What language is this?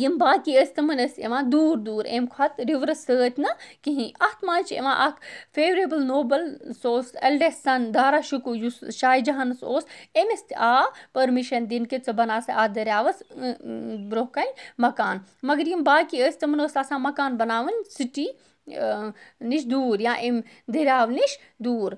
Kashmiri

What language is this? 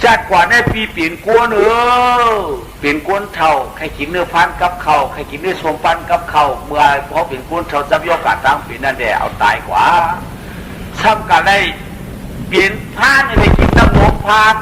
Shan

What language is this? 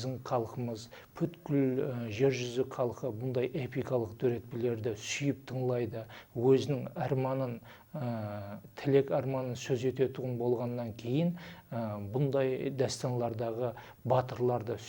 Kara-Kalpak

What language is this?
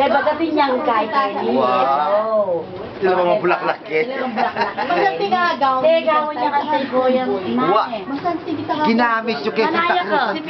Pampanga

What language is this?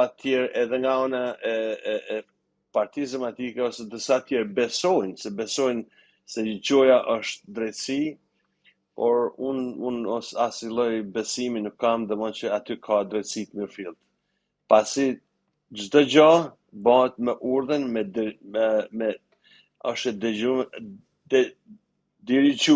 Albanian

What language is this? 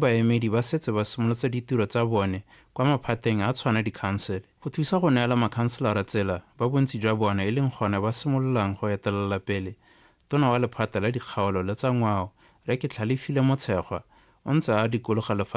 Tswana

